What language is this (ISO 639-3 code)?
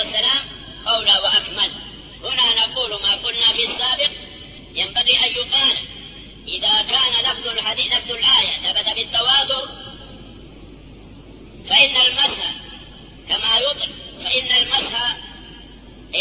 ara